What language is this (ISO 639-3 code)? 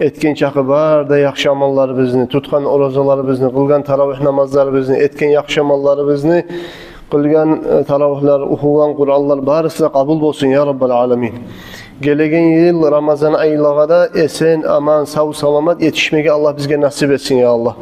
kum